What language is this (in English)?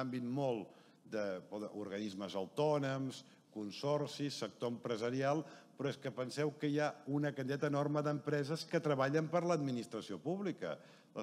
Catalan